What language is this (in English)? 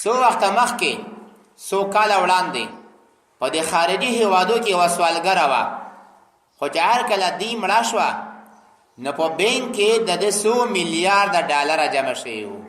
Pashto